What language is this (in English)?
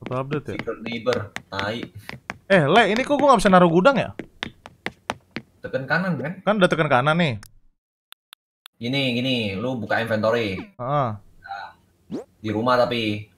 Indonesian